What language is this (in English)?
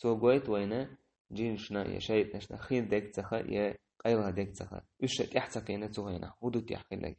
Chechen